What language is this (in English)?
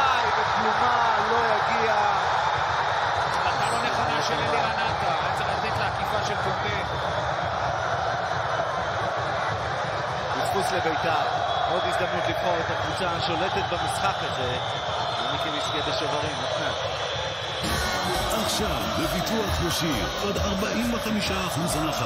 Hebrew